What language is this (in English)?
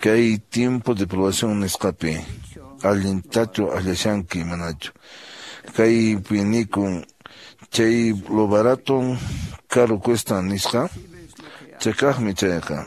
Quechua